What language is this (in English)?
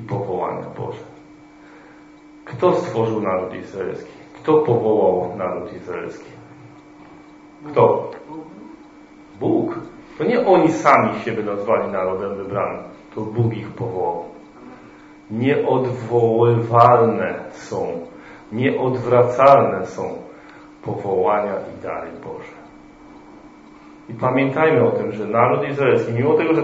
Polish